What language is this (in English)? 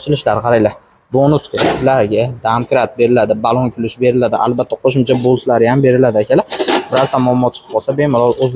Uzbek